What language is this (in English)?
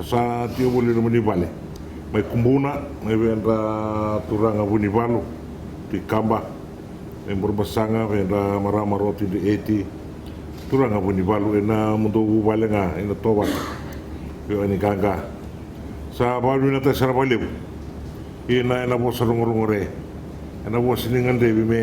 Fijian